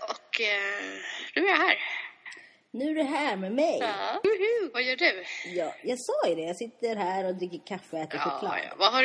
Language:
Swedish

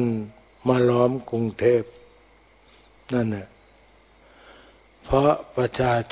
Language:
Thai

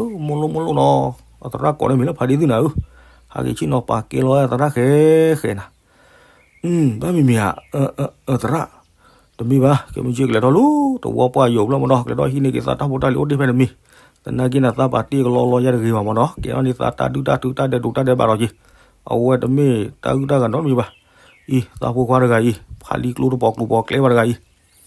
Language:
S'gaw Karen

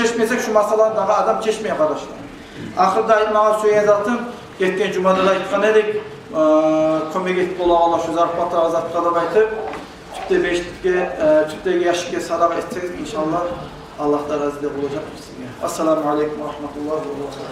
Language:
Kumyk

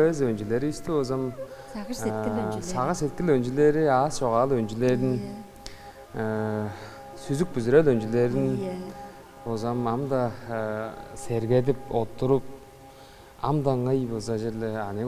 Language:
Tuvinian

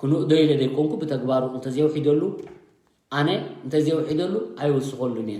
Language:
Tigrinya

